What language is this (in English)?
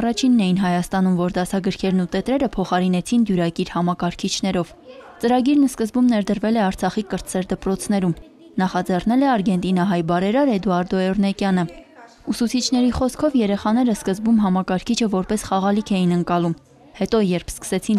Armenian